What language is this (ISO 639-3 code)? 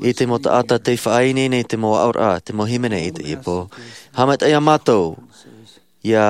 tah